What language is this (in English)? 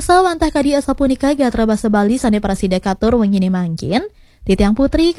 Balinese